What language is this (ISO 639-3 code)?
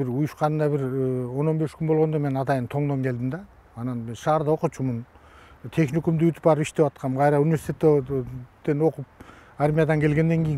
kir